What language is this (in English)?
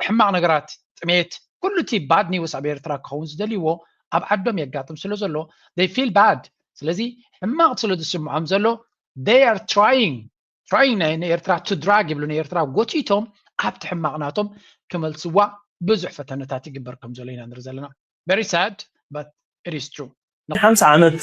Tigrinya